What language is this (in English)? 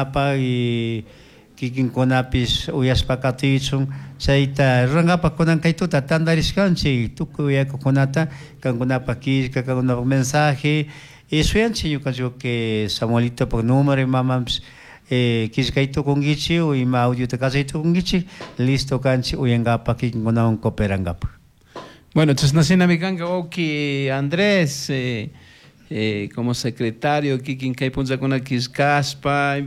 Chimborazo Highland Quichua